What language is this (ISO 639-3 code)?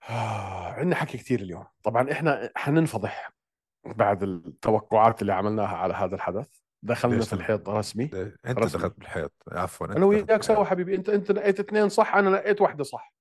apc